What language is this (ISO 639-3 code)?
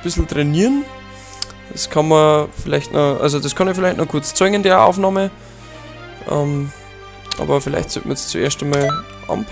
bar